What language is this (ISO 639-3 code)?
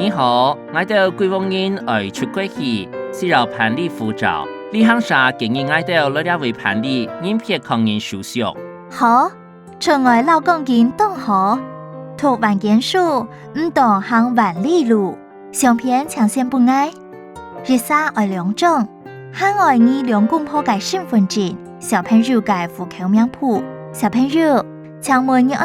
hak